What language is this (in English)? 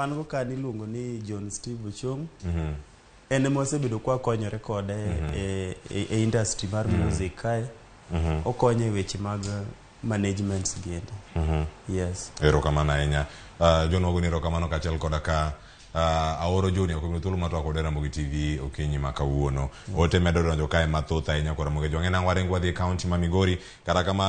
Luo (Kenya and Tanzania)